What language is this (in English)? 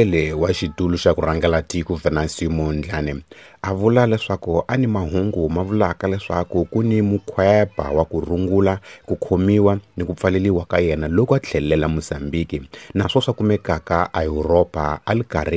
Tsonga